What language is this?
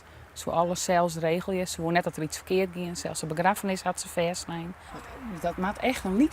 Western Frisian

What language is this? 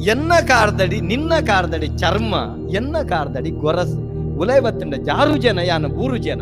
Tulu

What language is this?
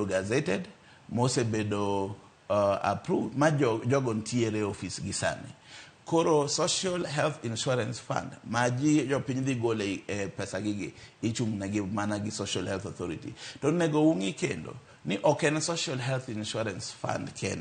Luo (Kenya and Tanzania)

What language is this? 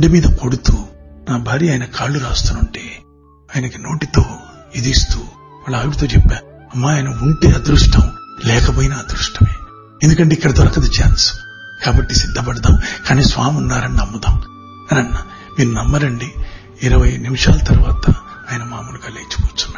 Telugu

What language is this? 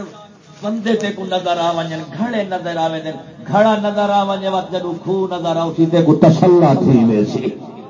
Saraiki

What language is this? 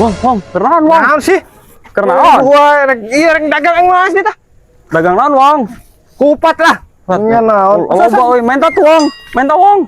Sundanese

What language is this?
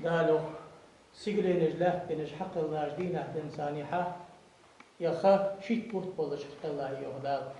Ingush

